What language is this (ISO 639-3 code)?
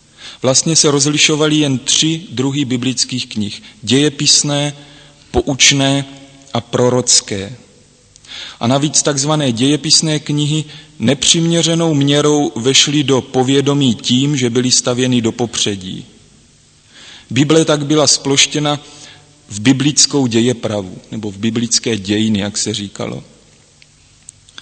ces